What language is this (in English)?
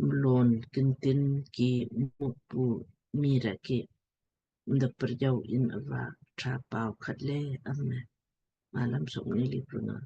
Lamkang